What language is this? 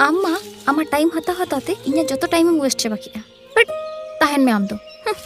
Santali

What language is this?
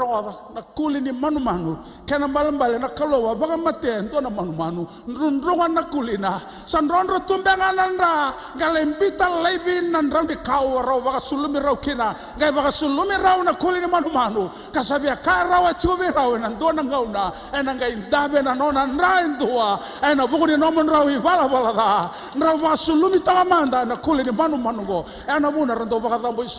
Fijian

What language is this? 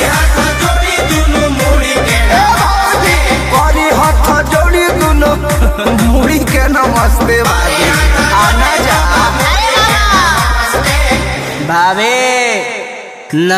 Bhojpuri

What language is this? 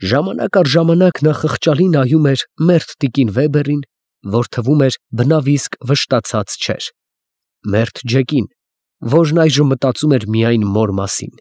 Armenian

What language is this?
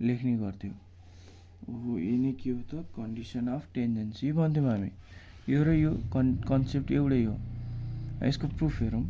Nepali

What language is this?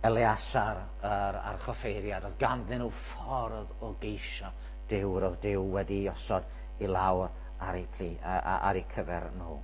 Welsh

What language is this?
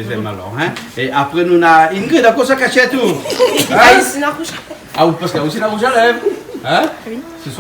Réunion Creole French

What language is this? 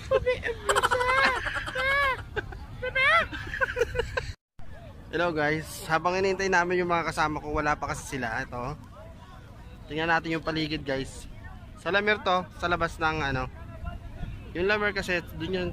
Filipino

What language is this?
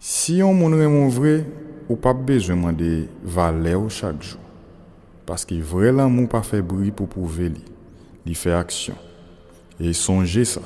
Haitian Creole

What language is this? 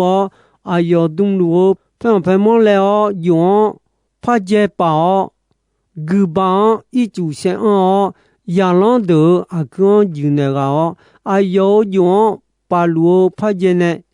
Akha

